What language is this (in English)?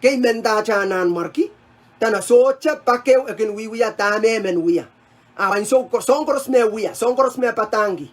Pohnpeian